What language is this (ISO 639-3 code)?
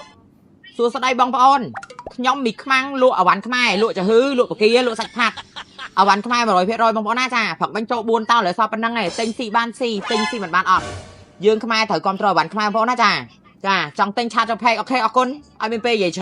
khm